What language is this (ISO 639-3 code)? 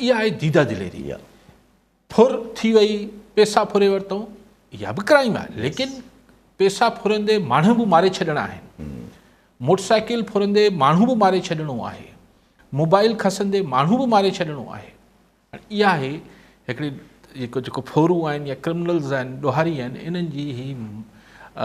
snd